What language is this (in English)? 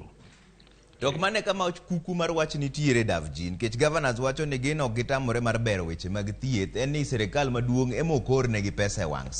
Luo (Kenya and Tanzania)